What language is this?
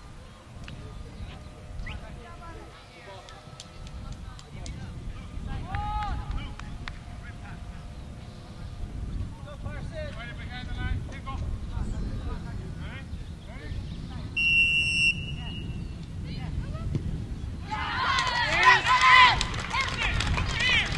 English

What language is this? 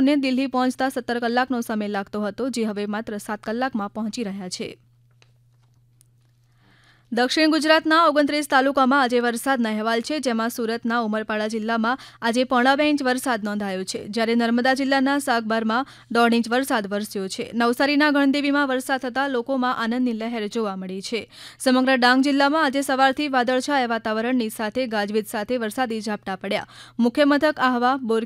Gujarati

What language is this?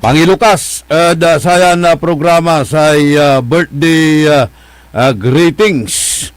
Pangasinan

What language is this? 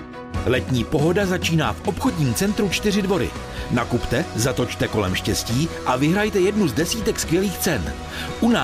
Czech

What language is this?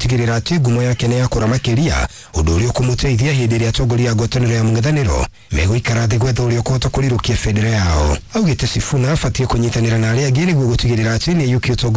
Kikuyu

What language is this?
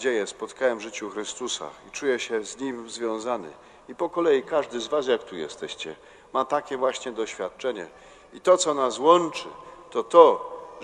Polish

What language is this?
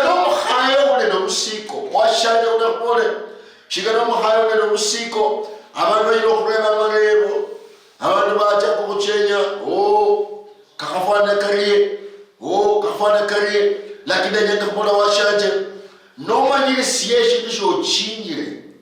Luyia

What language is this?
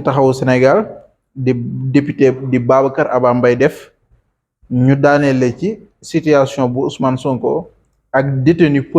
Wolof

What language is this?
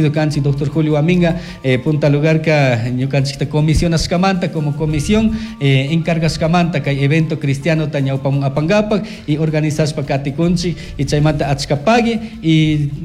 Chimborazo Highland Quichua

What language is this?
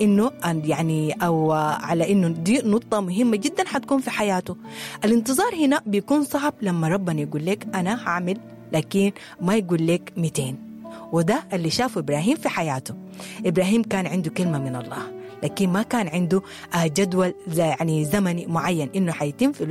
Sudanese Arabic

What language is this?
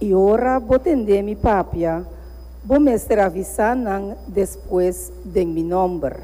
Papiamento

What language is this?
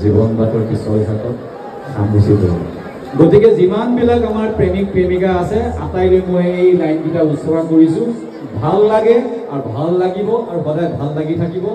Assamese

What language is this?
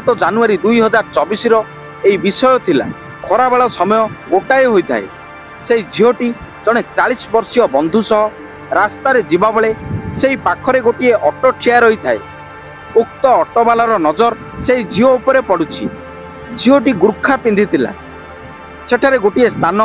Odia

